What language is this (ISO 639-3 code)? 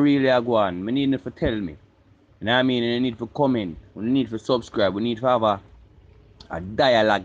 jam